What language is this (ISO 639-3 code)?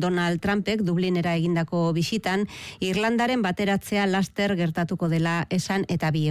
eus